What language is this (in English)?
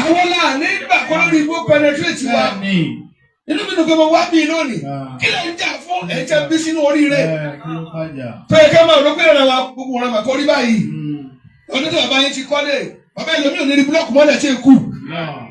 Yoruba